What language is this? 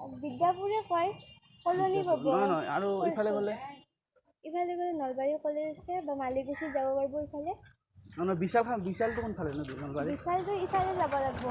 Assamese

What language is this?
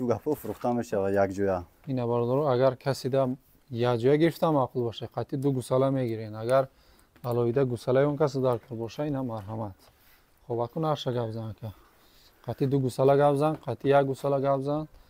Tajik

